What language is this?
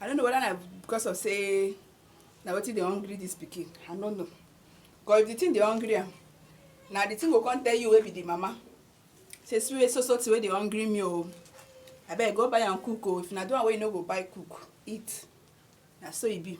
Nigerian Pidgin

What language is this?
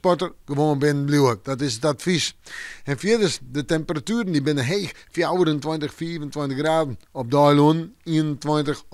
Western Frisian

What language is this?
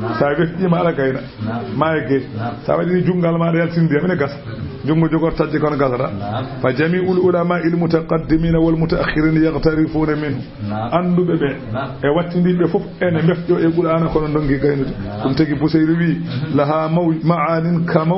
Fula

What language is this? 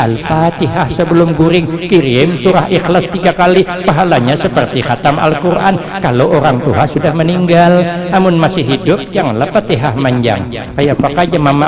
Banjar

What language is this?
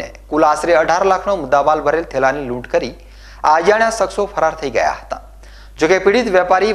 Gujarati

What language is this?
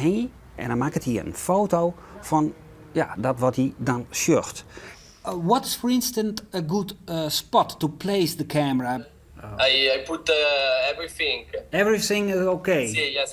Western Frisian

